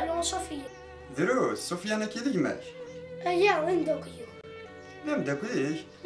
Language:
Kabyle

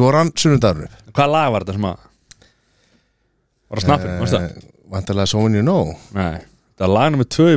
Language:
Icelandic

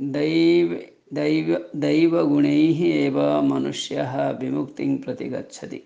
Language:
Sanskrit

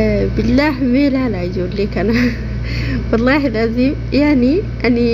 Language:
Oromo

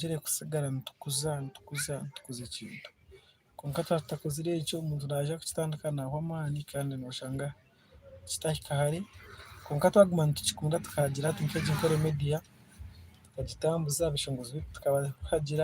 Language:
Nyankole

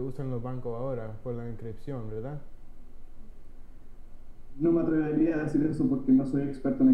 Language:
Spanish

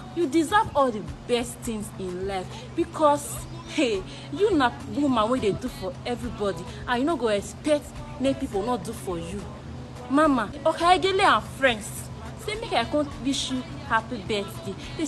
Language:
Nigerian Pidgin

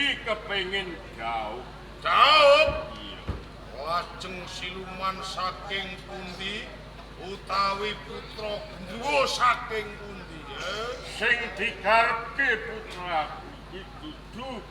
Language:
Javanese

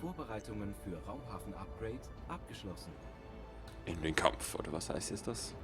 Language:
Swiss German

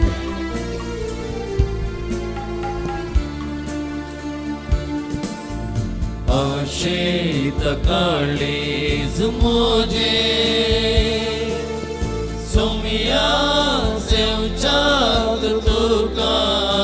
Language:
Konkani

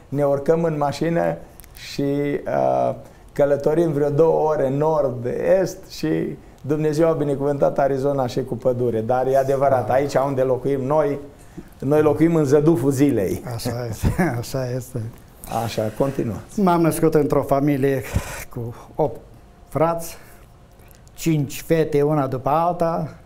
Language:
Romanian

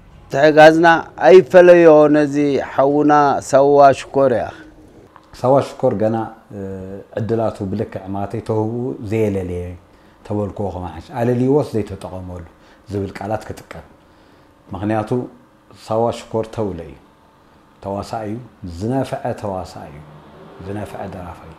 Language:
Tigrinya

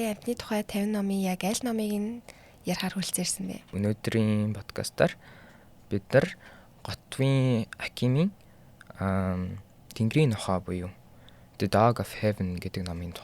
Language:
Mongolian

